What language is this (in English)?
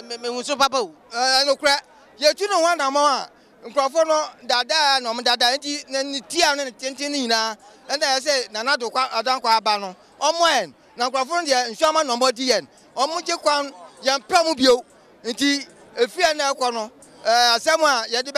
Akan